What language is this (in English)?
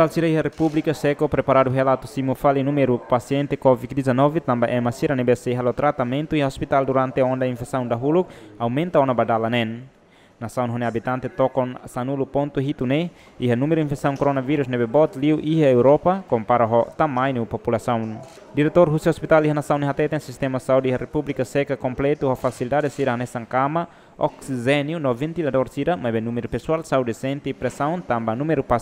Tetum